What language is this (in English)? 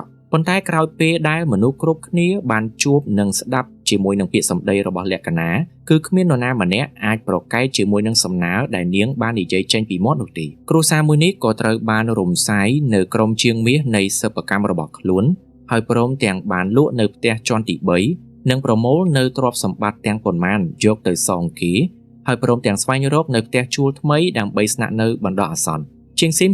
Khmer